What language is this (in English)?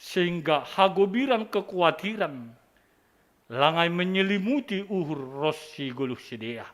Batak Simalungun